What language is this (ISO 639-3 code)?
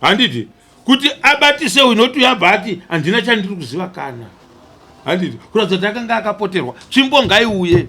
sna